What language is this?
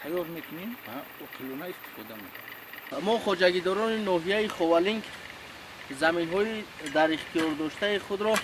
Tajik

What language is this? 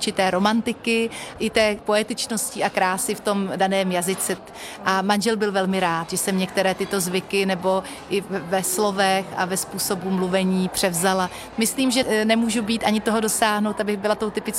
Czech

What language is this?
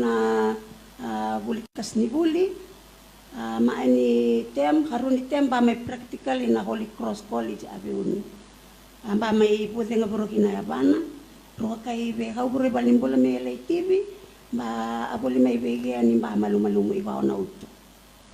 Fijian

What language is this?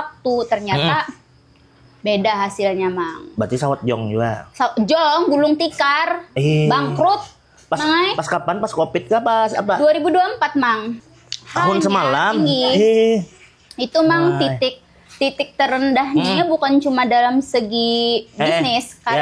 Banjar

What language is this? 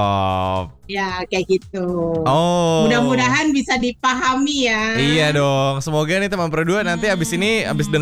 Indonesian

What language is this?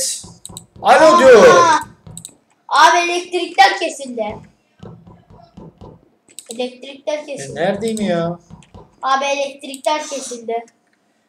Turkish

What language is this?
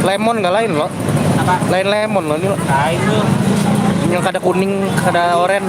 Banjar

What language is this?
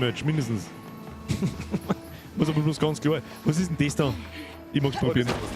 Bavarian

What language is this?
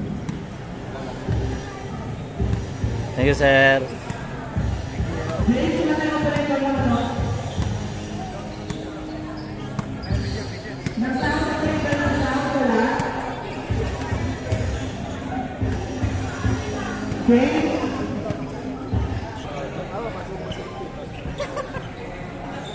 Filipino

